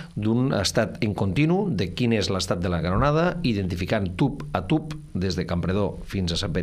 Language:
Catalan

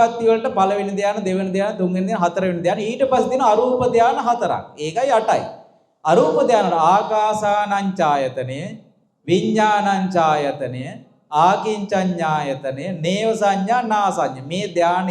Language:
Sinhala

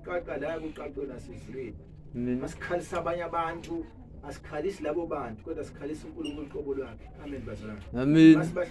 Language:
Zulu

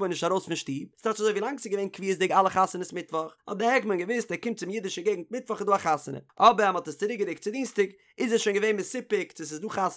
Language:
Yiddish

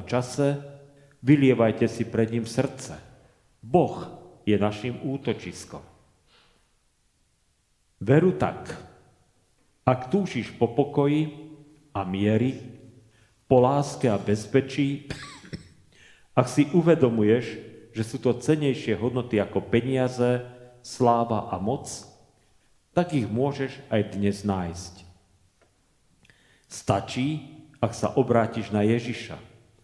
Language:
Slovak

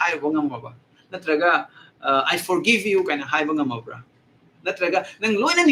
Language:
Manipuri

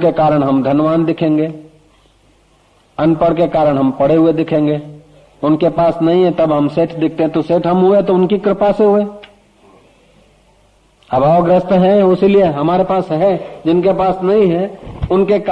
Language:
Hindi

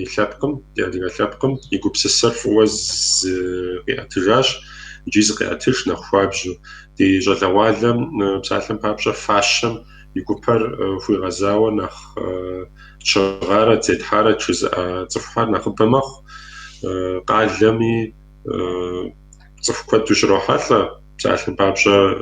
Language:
Kabardian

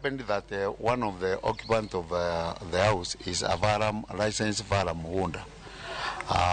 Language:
Luo (Kenya and Tanzania)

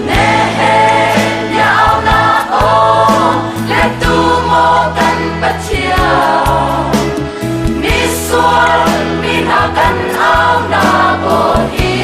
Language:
Hakha Chin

